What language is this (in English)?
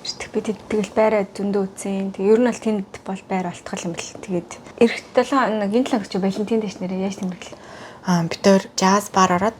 Mongolian